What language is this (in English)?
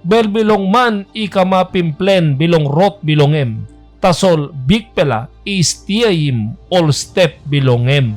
Tok Pisin